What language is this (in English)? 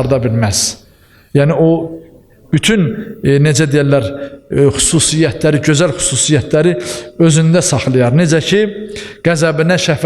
Azerbaijani